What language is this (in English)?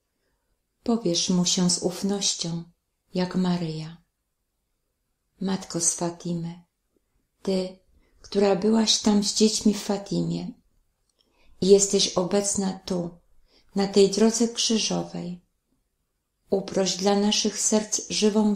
Polish